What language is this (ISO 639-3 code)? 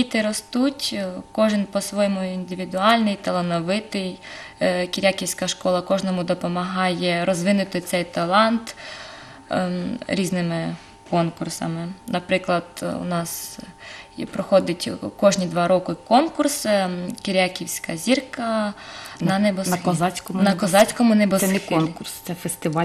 ukr